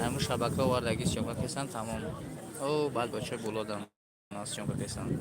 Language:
Tajik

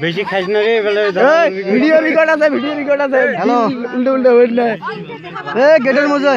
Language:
Assamese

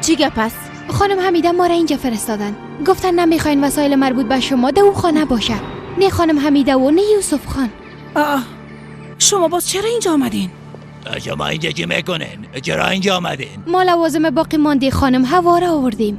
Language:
Persian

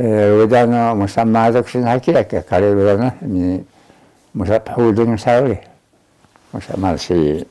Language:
Taroko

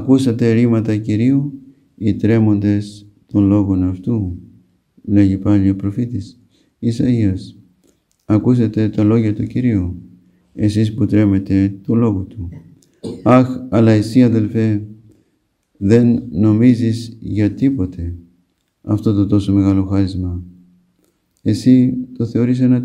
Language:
Greek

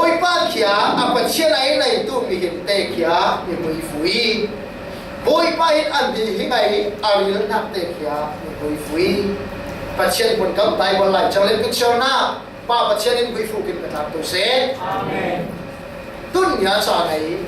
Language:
Falam Chin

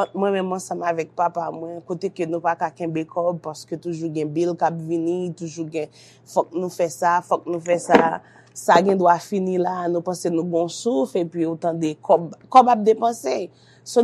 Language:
Haitian Creole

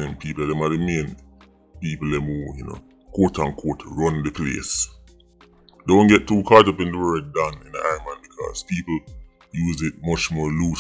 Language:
Jamaican Creole English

